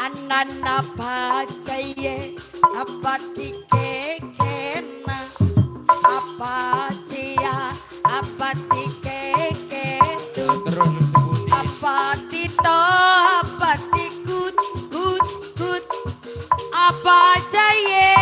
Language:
Betawi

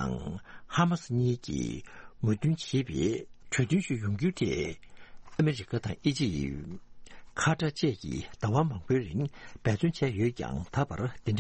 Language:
Tibetan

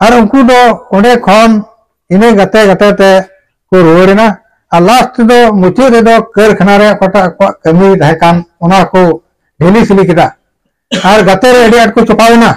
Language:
Santali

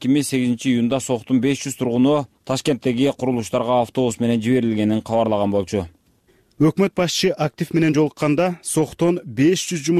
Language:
Kyrgyz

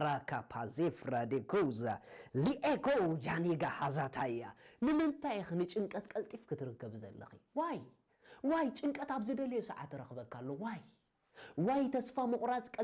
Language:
Tigrinya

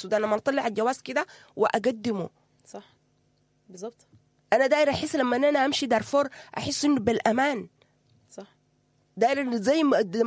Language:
Sudanese Arabic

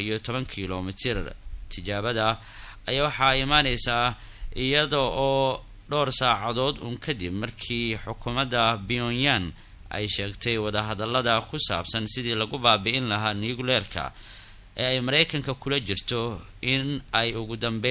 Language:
Somali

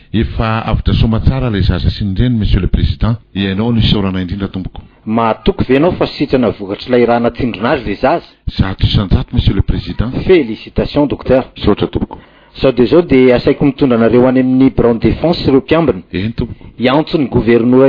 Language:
Malagasy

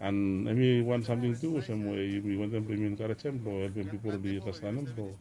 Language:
Bislama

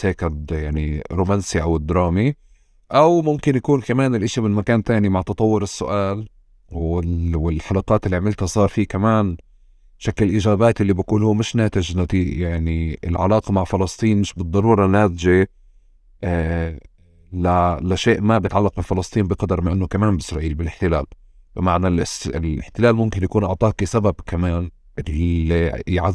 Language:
North Levantine Arabic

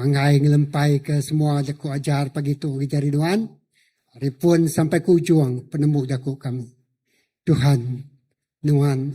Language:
Iban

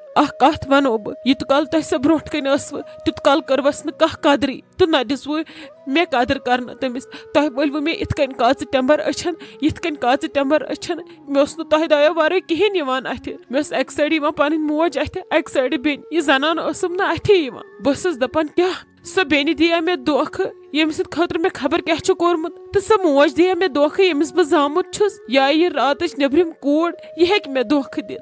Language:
Kashmiri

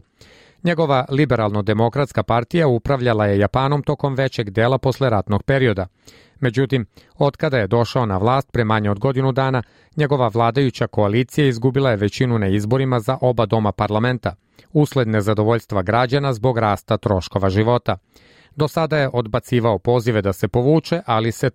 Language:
Serbian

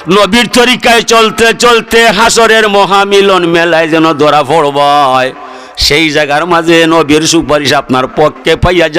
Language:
Sylheti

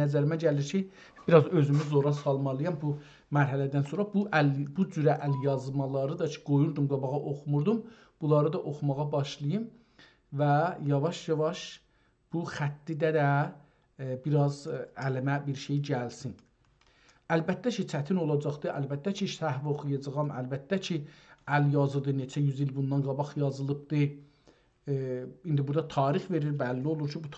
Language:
South Azerbaijani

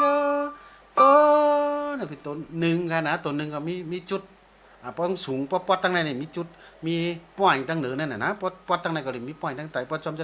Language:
Shan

